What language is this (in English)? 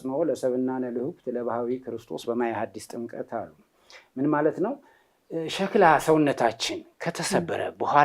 Amharic